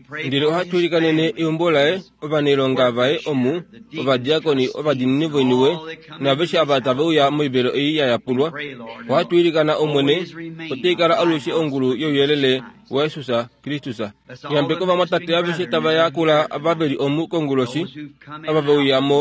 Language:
Kuanyama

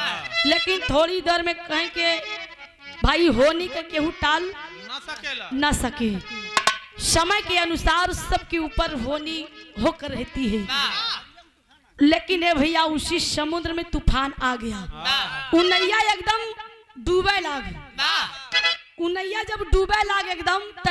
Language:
Bhojpuri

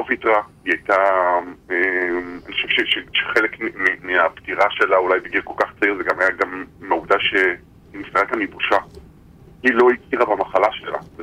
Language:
Hebrew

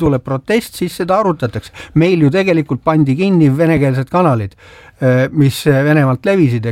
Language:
Estonian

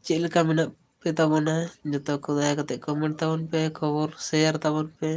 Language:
Santali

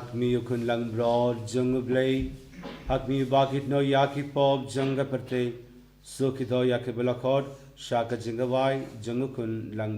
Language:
Khasi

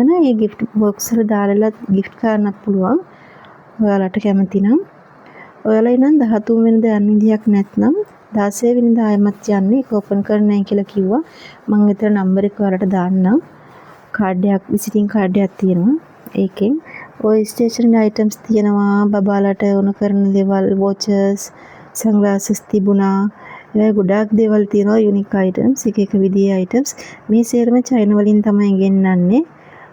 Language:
Sinhala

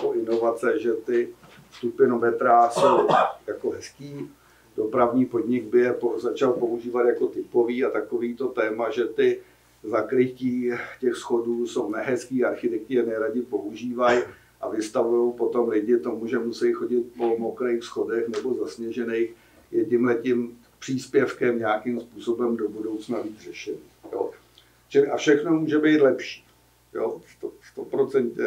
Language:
Czech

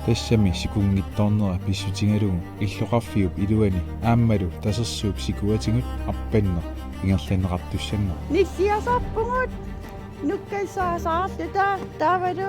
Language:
Kalaallisut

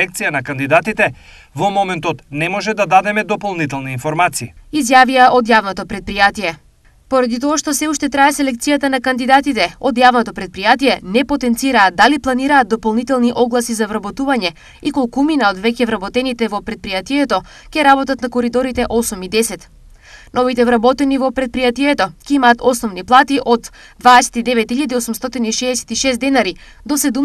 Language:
Macedonian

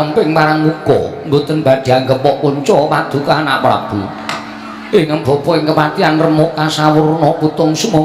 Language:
Javanese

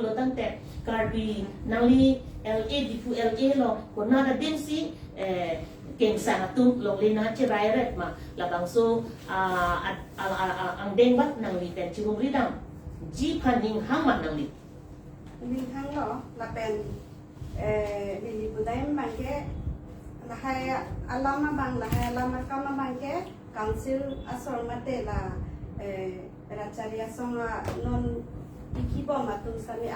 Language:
Karbi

